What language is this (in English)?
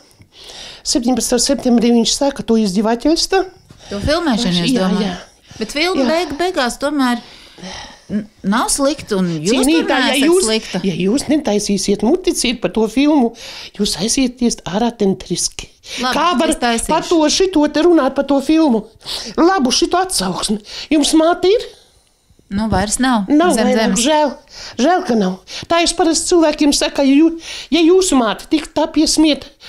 Latvian